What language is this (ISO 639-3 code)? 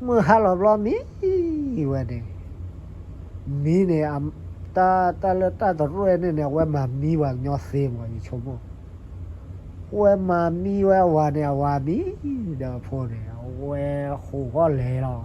ksw